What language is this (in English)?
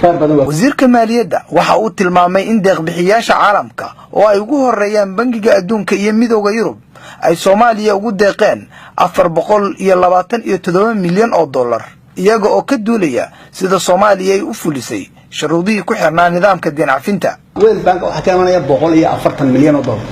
Somali